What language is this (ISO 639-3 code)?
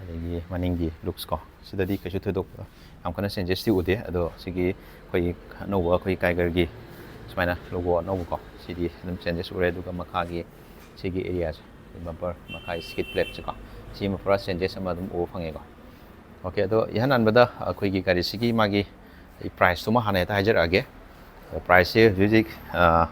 mni